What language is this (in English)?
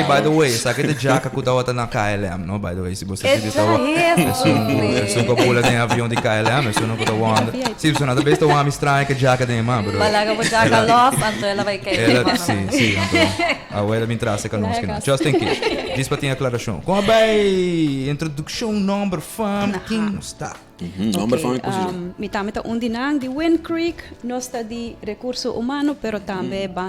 Papiamento